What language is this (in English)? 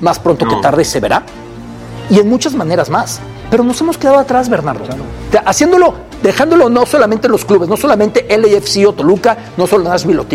Spanish